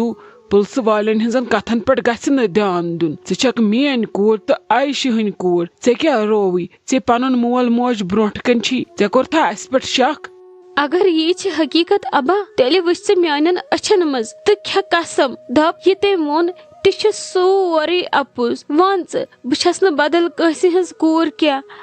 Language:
Kashmiri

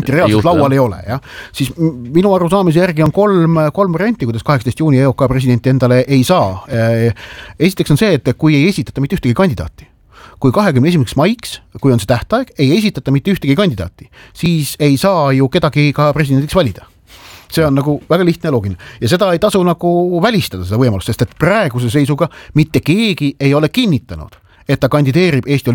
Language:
Estonian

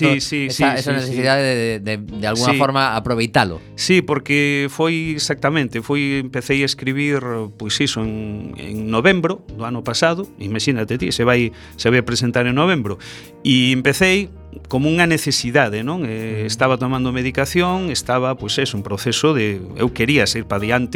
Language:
Galician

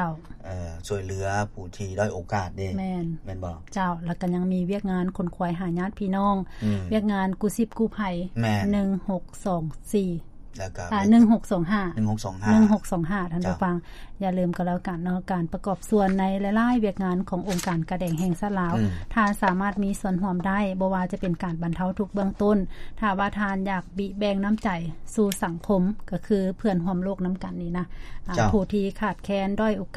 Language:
Lao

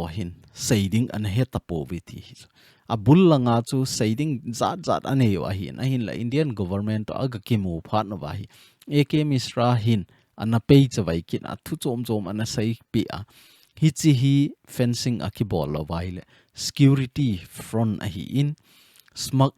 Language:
Thado Chin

